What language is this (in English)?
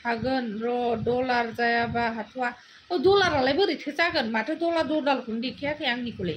Bodo